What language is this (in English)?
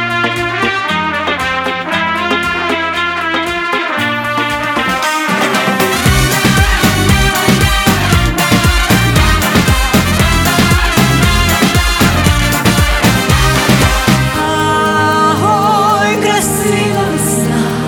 Ukrainian